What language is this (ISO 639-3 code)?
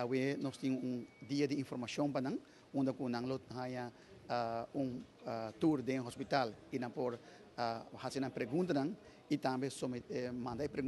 pap